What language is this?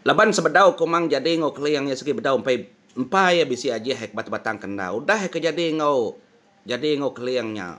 Iban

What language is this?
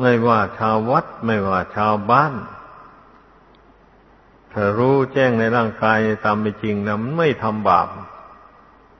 Thai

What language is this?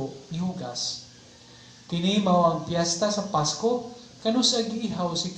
Cebuano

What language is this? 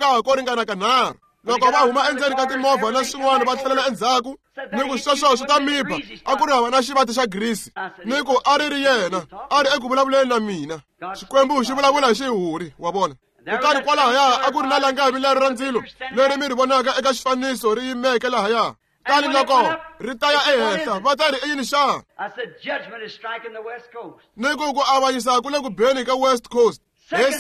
Tsonga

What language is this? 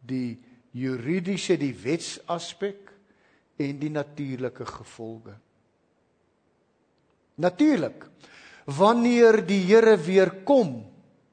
Afrikaans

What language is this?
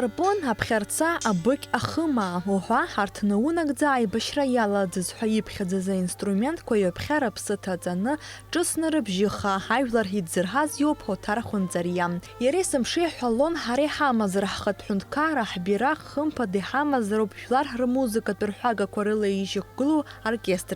Abkhazian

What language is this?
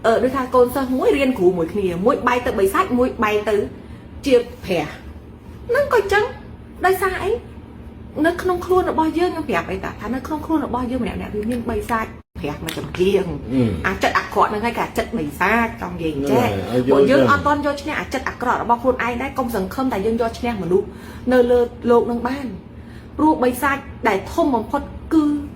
Khmer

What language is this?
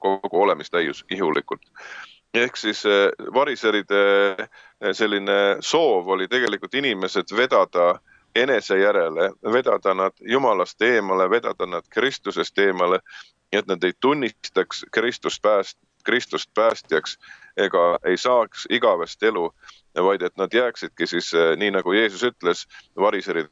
Estonian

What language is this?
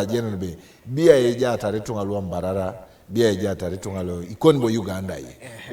Teso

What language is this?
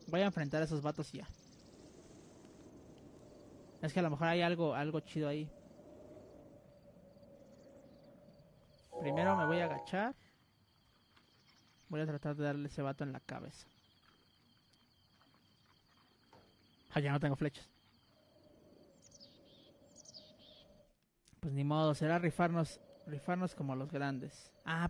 Spanish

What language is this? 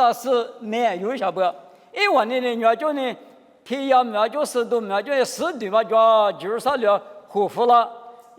Lisu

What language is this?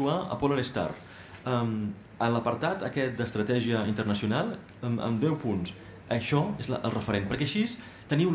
Catalan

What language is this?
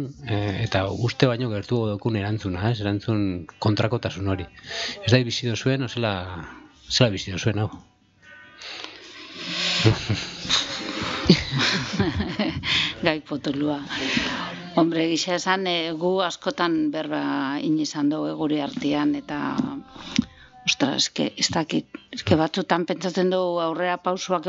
Basque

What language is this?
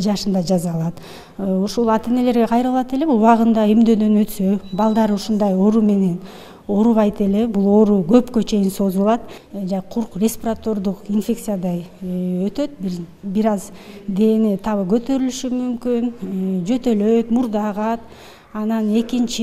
Kyrgyz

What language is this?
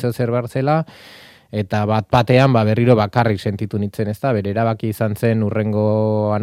Basque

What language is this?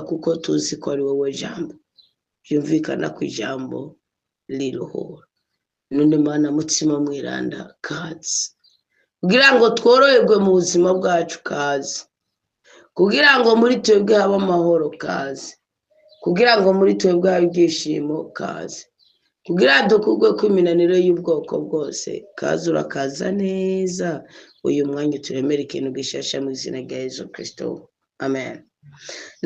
Rundi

